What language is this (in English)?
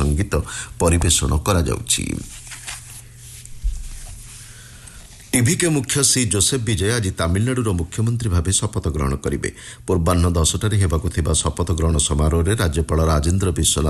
Odia